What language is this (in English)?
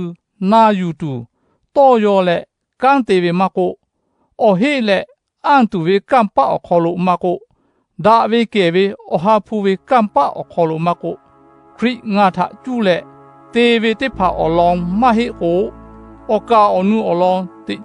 Lahu